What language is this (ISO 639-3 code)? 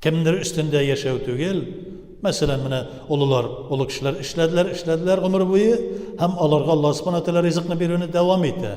tat